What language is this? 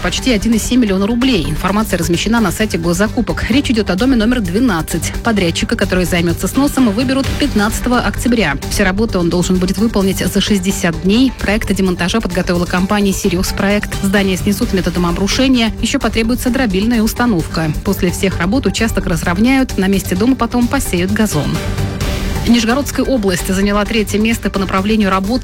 Russian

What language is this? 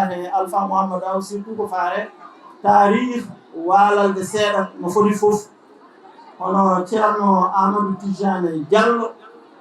Fula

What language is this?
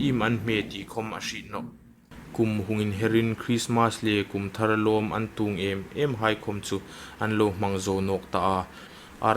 Hmar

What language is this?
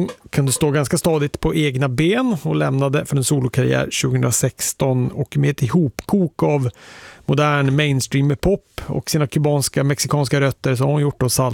Swedish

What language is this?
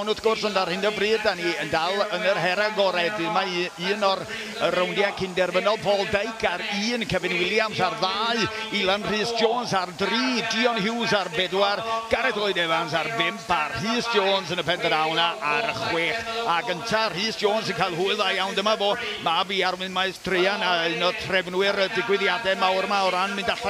Welsh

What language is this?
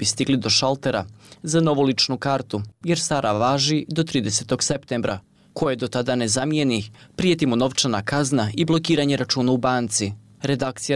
Bosnian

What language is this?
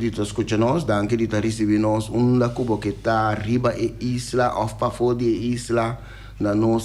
Papiamento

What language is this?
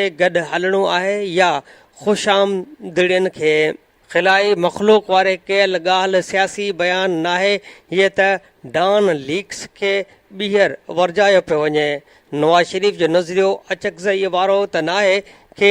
Sindhi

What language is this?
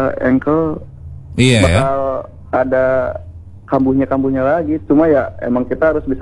Indonesian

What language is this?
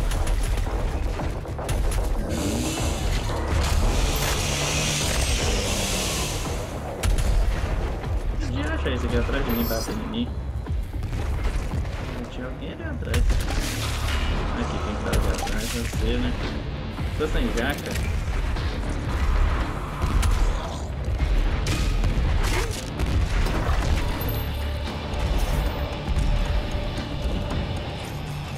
Portuguese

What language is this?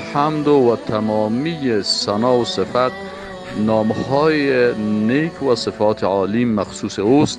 Persian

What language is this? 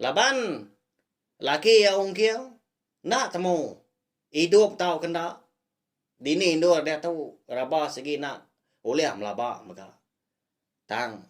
Iban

